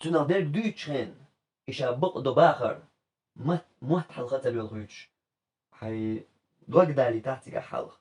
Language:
Chechen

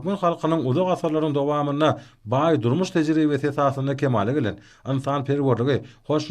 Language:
Turkmen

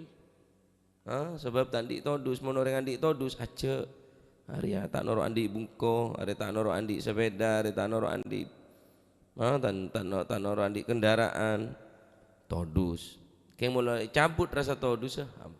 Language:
Madurese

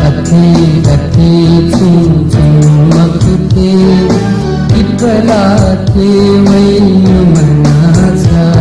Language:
Newari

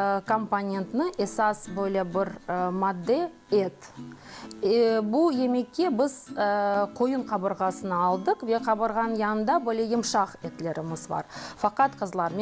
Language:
Crimean Tatar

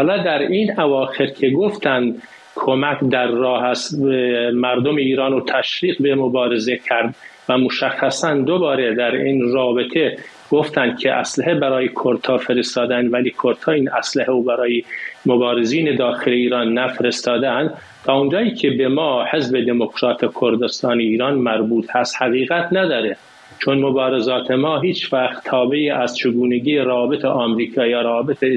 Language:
Persian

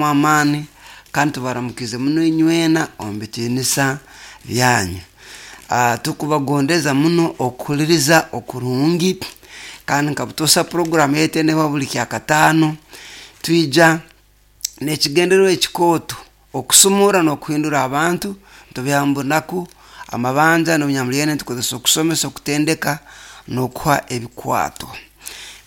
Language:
Nyoro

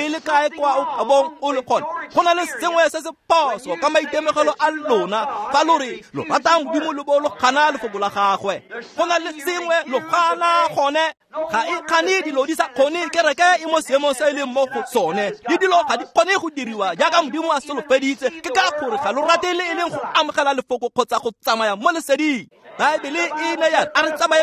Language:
Tswana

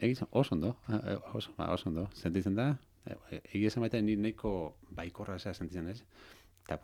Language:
Basque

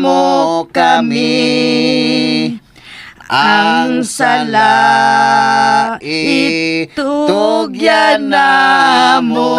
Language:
Cebuano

